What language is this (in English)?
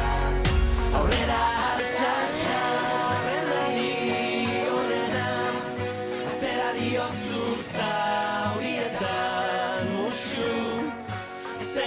Basque